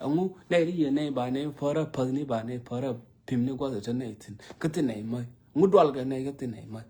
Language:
Nuer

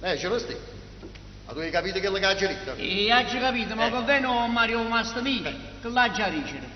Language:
Neapolitan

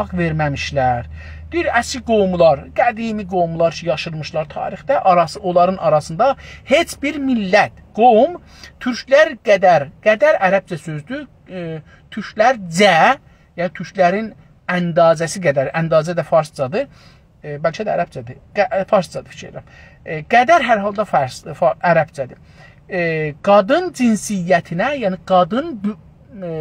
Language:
South Azerbaijani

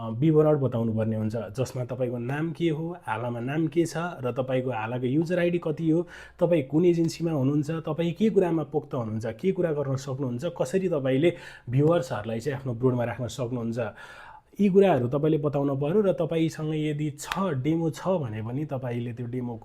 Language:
Nepali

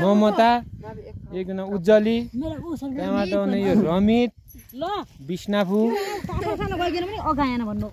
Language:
Nepali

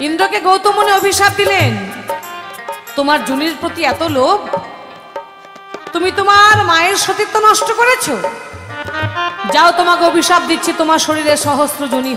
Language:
Bangla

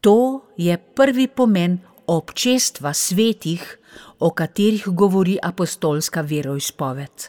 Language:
Slovenian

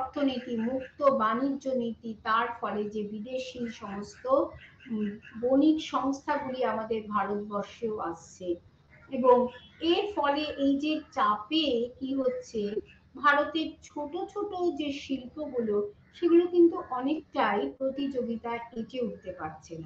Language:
Bangla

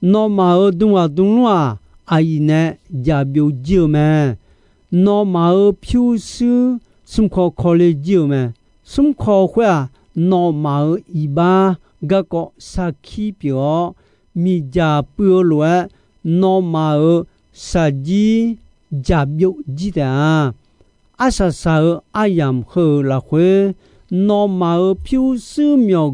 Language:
Akha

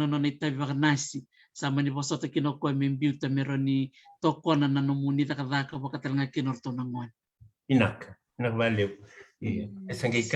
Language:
Fijian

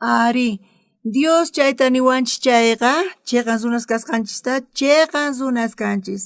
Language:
South Bolivian Quechua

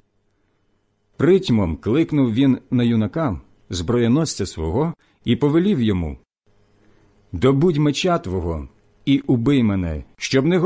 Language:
Ukrainian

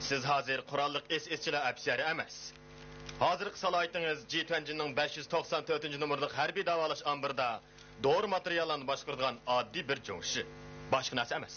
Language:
Uyghur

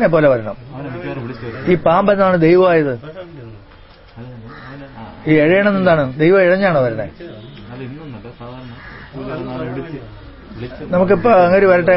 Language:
Malayalam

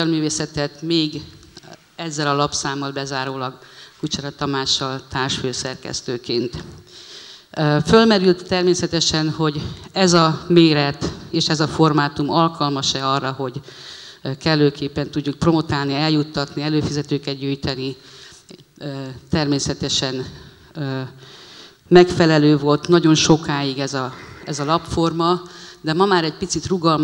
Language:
Hungarian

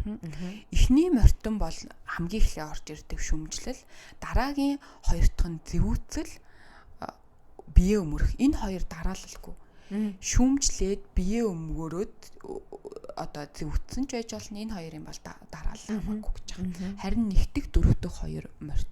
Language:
Mongolian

